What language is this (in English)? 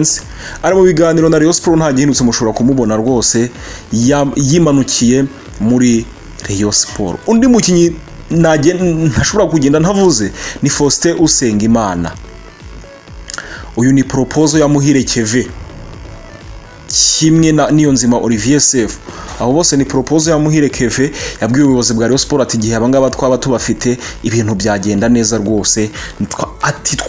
Kinyarwanda